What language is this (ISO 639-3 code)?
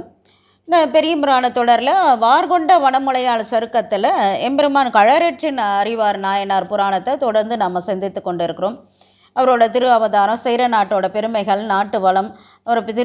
tam